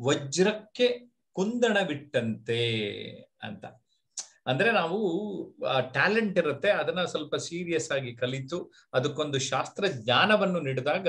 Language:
Kannada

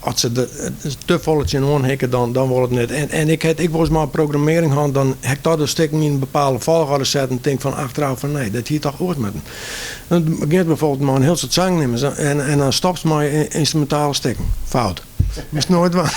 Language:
Western Frisian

